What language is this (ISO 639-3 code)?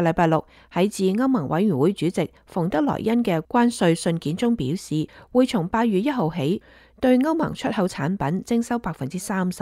yue